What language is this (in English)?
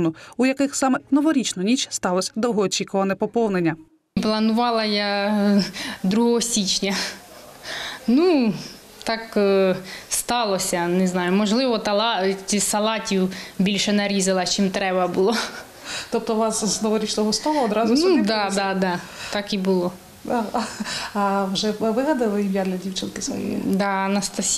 Ukrainian